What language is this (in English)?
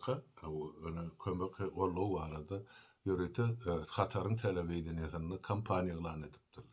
Turkmen